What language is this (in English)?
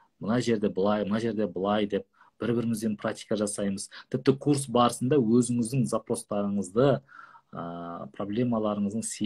Kazakh